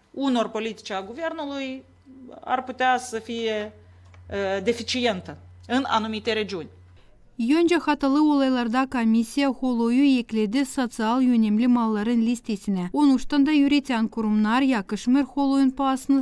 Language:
Gagauz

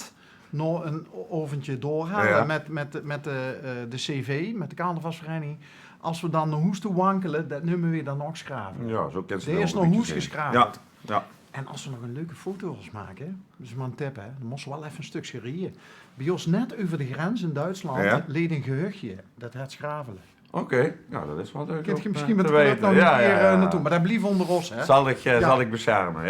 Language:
Limburgish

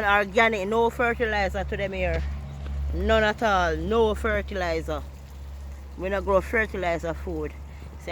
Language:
Jamaican Creole English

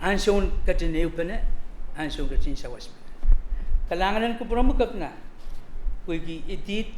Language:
Pohnpeian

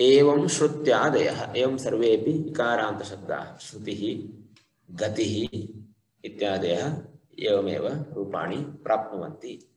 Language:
Sanskrit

